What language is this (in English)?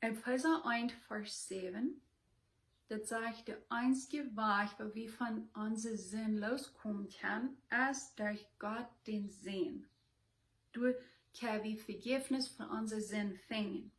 Plautdietsch